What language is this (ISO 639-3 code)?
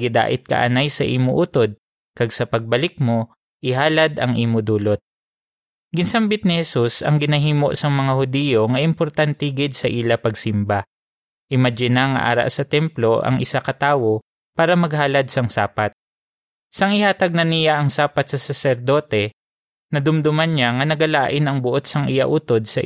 hil